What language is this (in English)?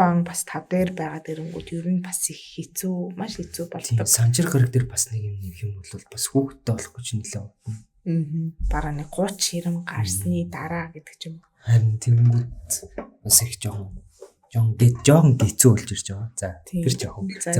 Mongolian